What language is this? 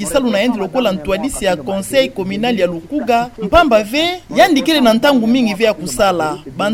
Kituba (Democratic Republic of Congo)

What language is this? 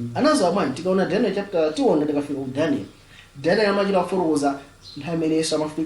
Nyanja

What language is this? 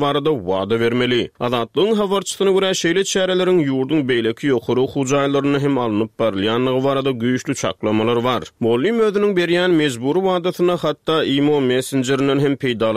Turkmen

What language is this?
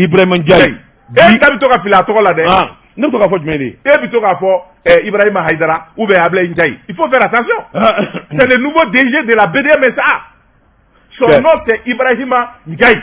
Bambara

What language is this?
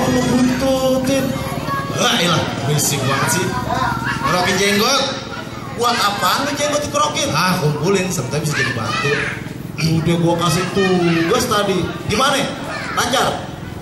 Betawi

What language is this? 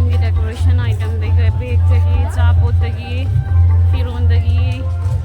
Manipuri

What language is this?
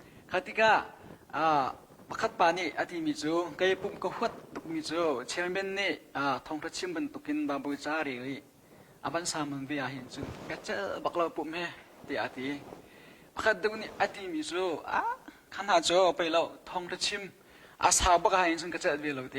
Hakha Chin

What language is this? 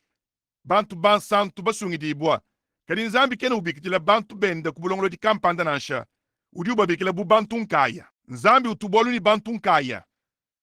Luba-Lulua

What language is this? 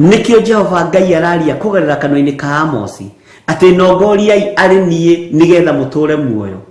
Kikuyu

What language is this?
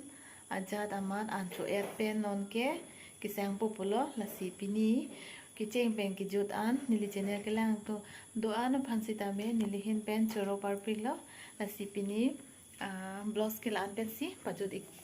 Karbi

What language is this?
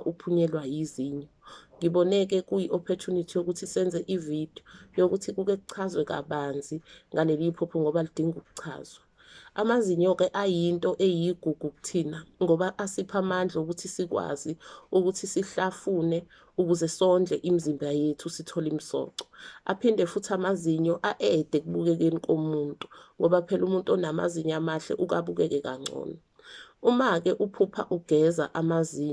Zulu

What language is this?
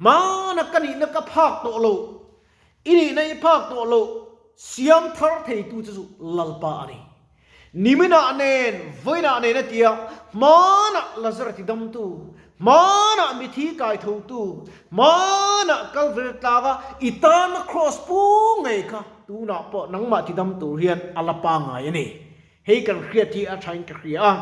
Mizo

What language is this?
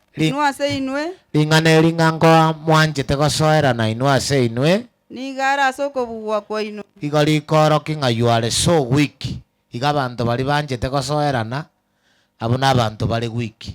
Gusii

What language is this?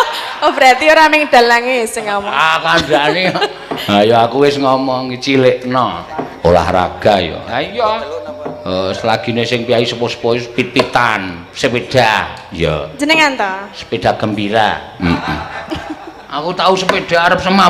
Javanese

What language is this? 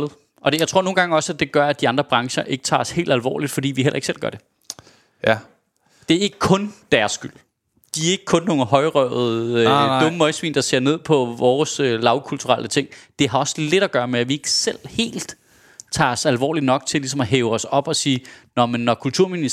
Danish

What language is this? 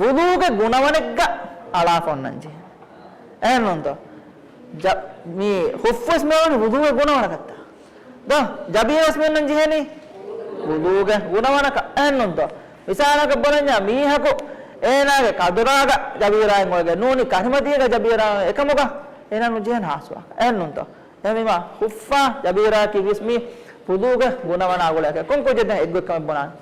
Divehi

